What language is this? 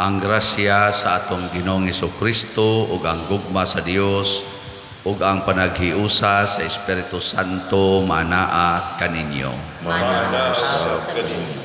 Cebuano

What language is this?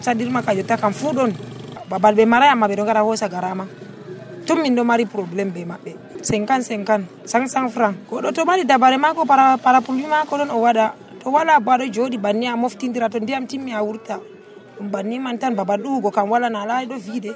Nigerian Fulfulde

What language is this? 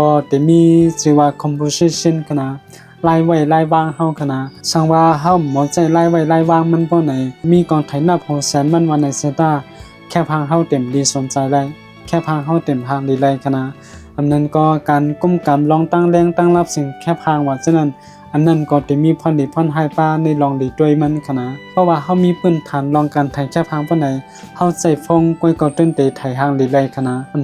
Shan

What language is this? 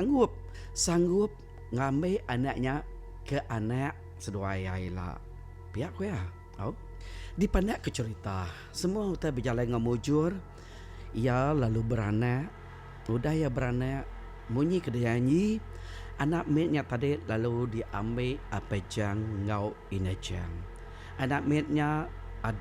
Iban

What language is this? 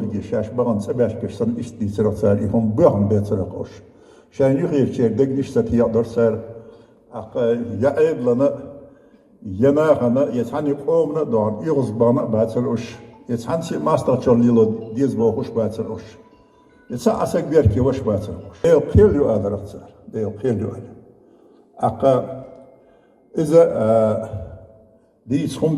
Chechen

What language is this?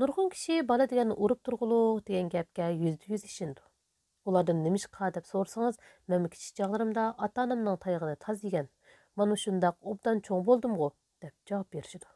Uyghur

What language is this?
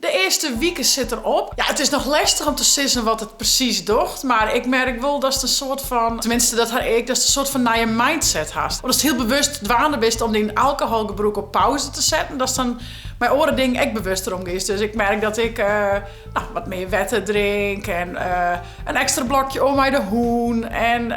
Western Frisian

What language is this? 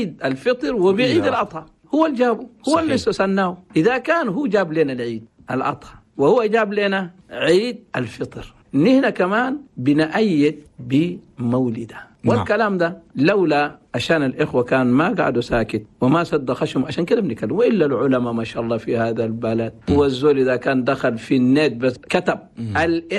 Chadian Arabic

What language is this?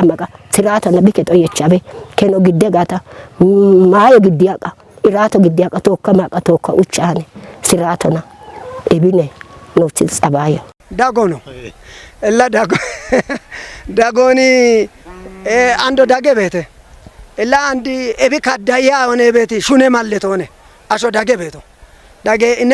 Kafa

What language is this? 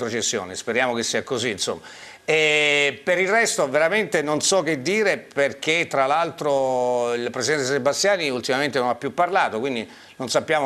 Italian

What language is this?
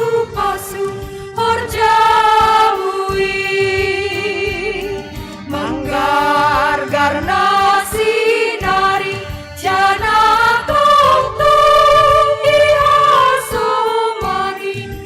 Batak Simalungun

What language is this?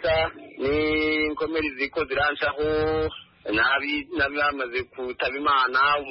Kinyarwanda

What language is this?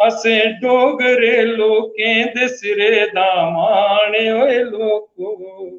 Dogri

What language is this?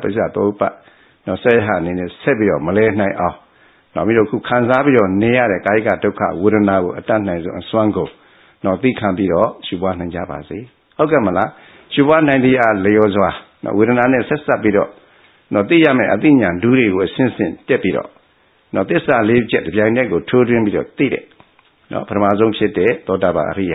Burmese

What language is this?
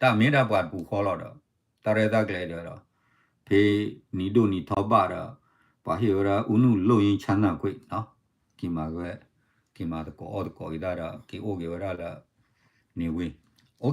S'gaw Karen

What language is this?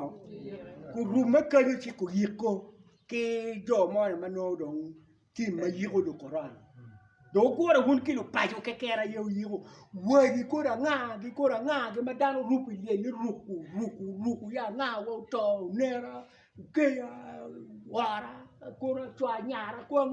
Acoli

